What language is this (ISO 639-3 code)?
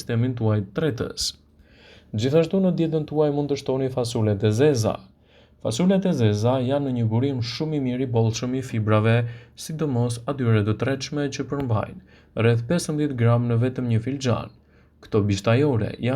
sqi